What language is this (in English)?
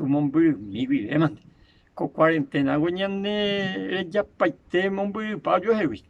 Guarani